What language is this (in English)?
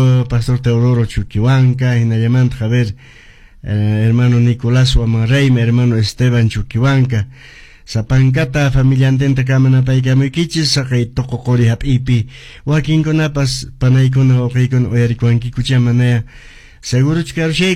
Quechua